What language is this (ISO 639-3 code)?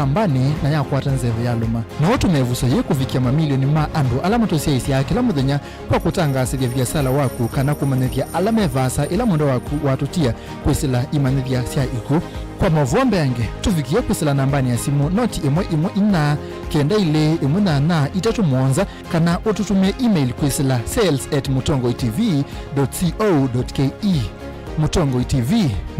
kam